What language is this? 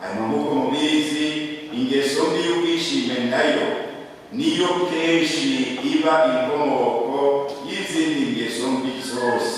Rundi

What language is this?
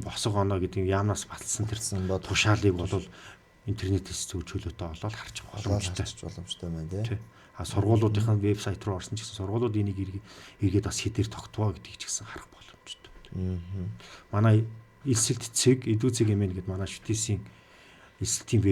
Mongolian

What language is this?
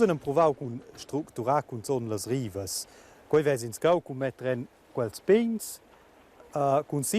Romansh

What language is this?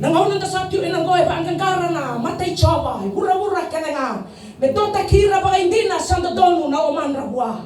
Fijian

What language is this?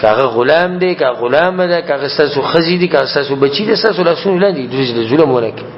Pashto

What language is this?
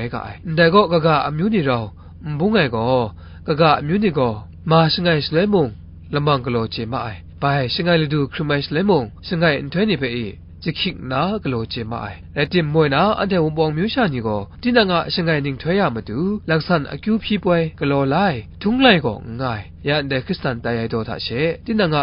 Kachin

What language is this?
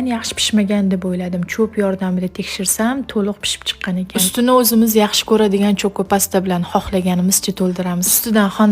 Uzbek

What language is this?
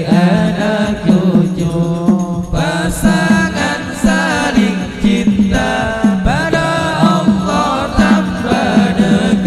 Banjar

